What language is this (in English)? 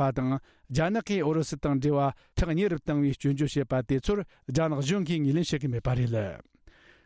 Tibetan